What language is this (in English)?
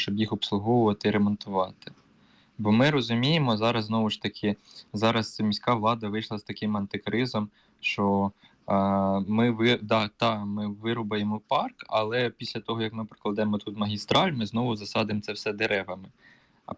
Ukrainian